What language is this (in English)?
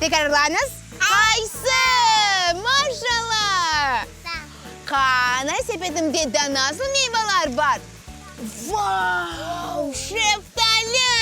Crimean Tatar